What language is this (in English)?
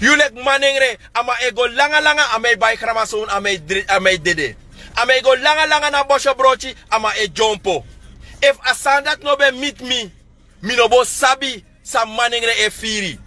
Sranan Tongo